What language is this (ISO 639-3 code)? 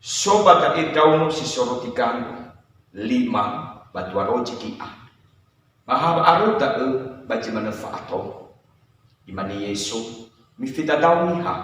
nia